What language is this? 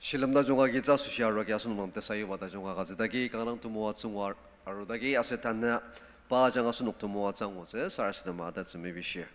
Ao Naga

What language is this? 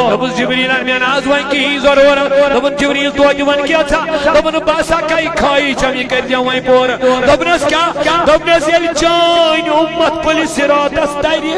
Kashmiri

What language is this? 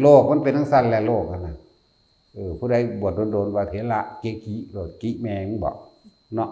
Northeastern Thai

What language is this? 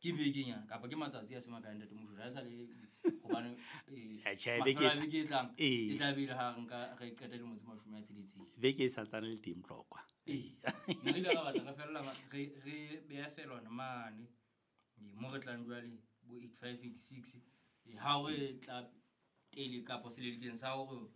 Southern Sotho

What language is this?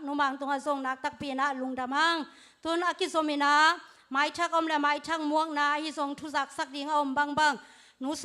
Tedim Chin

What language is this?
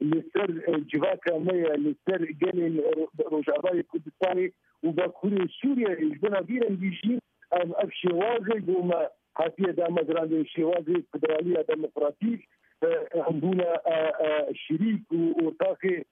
Kurdish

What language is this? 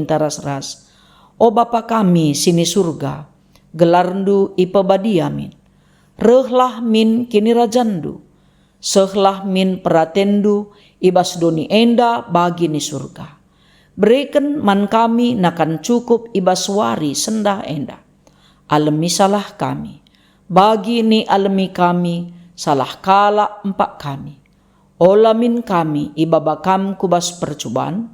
Batak Karo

